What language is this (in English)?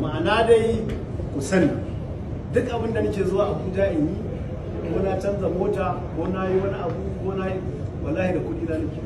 Hausa